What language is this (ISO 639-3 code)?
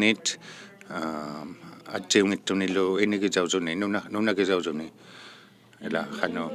iku